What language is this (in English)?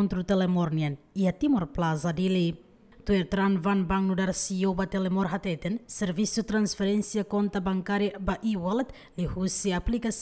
Tetum